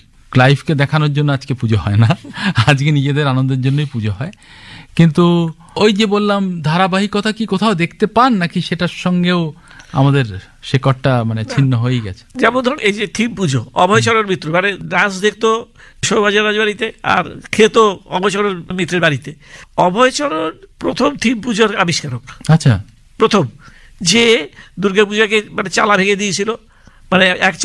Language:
Bangla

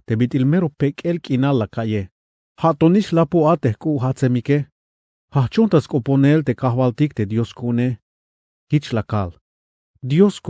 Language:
Tzeltal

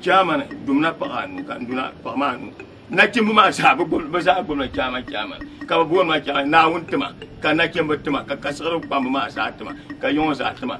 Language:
Dagbani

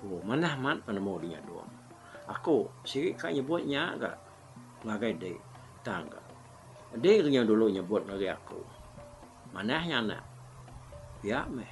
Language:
Iban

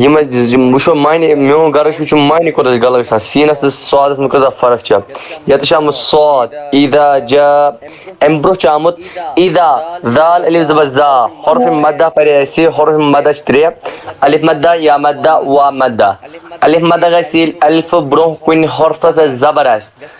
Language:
Kashmiri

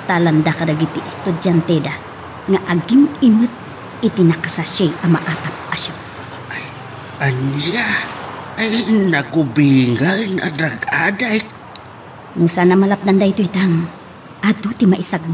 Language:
Iloko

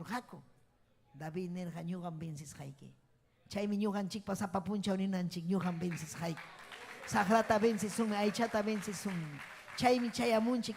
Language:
Ayacucho Quechua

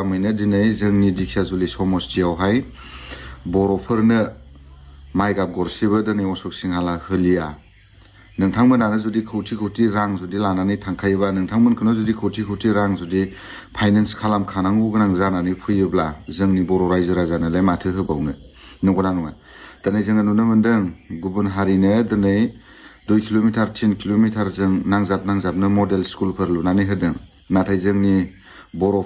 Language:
Bodo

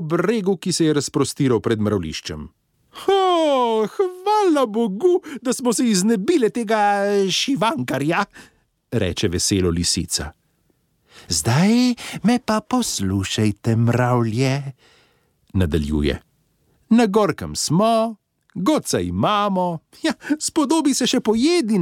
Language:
Slovenian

